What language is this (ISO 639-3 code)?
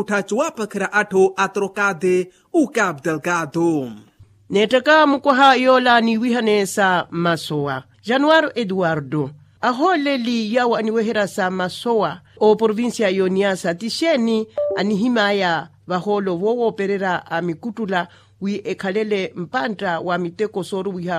vmw